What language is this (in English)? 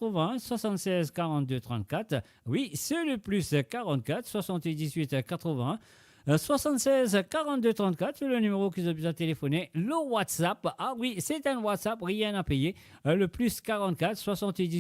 Morisyen